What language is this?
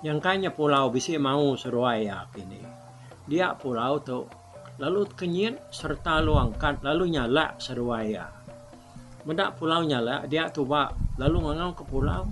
Iban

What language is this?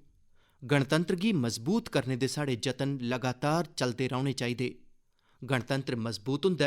Dogri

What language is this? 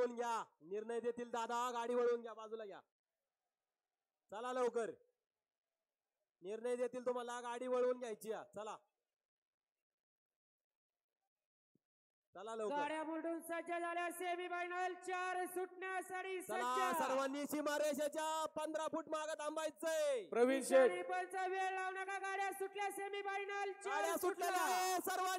Marathi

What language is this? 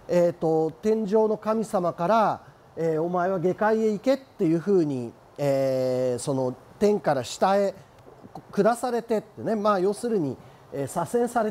Japanese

